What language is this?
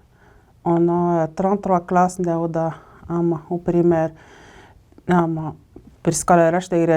Atikamekw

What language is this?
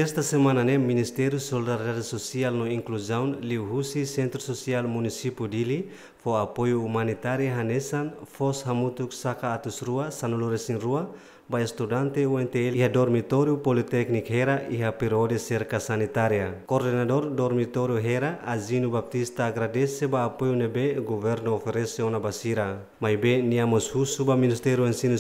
Tetum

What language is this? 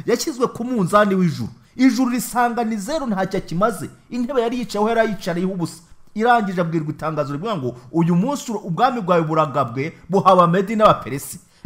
Kinyarwanda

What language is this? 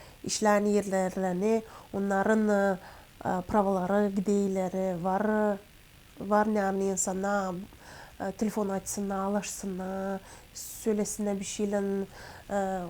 Gagauz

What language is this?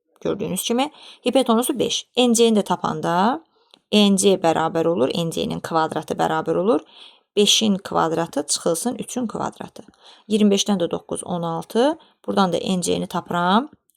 Azerbaijani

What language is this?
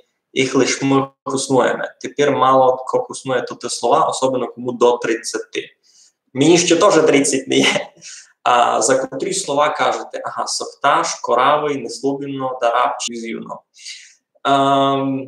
Rusyn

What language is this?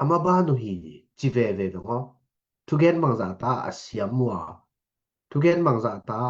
Tedim Chin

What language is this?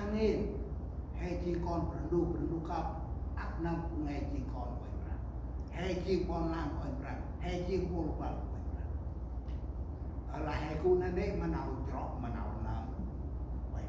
Central Mnong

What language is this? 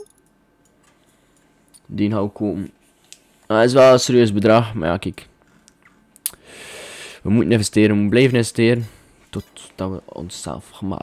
Dutch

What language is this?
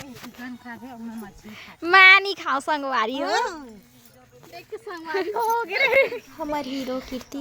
Chhattisgarhi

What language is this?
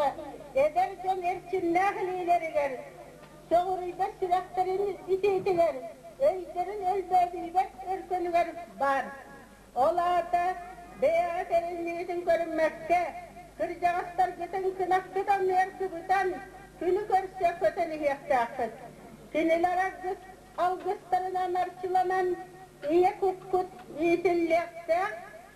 Yakut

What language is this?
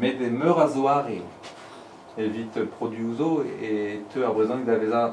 Breton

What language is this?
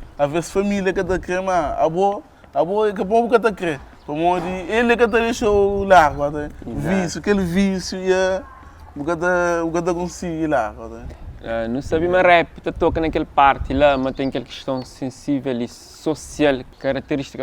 Kabuverdianu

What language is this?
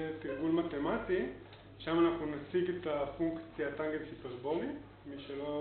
Hebrew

